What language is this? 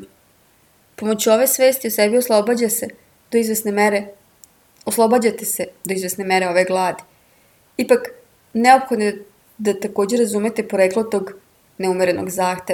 Serbian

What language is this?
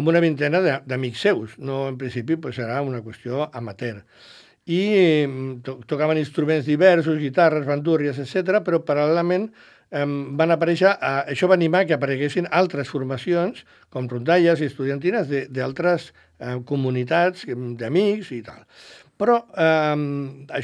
Catalan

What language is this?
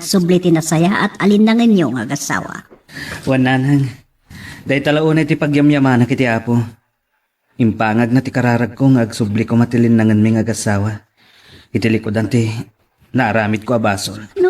Iloko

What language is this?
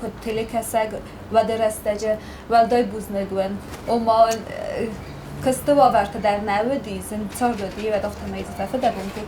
Ossetic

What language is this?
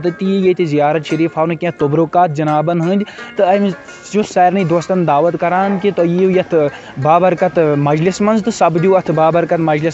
Kashmiri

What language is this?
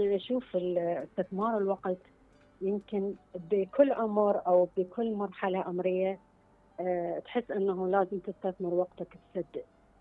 Mesopotamian Arabic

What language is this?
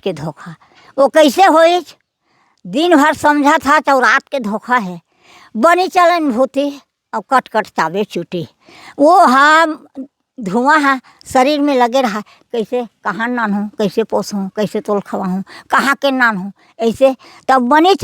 Chhattisgarhi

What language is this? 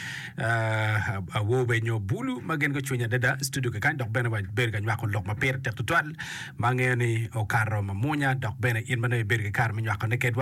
Acoli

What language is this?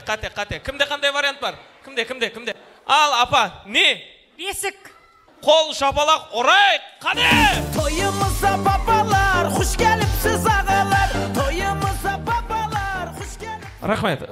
Kara-Kalpak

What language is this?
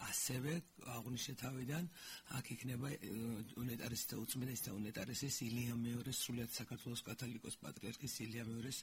Georgian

